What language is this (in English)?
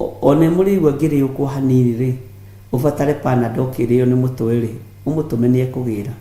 Kikuyu